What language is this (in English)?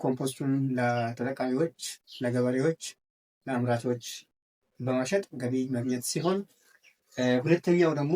Amharic